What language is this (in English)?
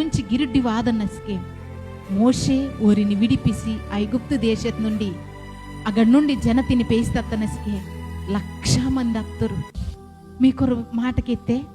Koya